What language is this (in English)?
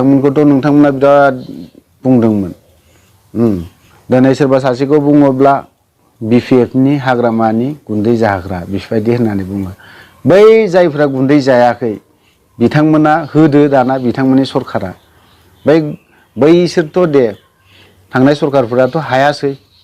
Bodo